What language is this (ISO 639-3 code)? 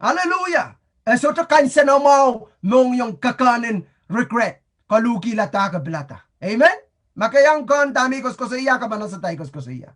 pon